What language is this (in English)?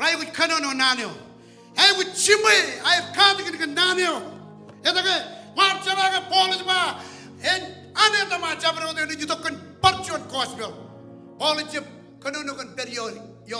Marshallese